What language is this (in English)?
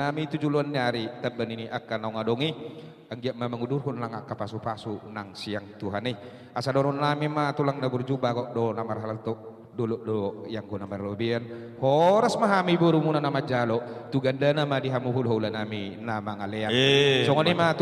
Batak Toba